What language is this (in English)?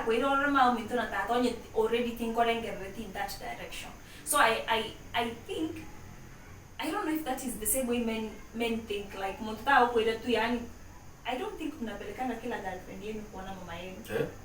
Gusii